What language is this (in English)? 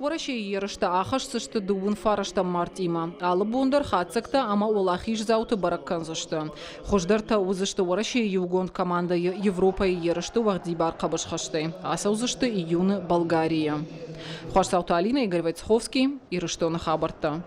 Ossetic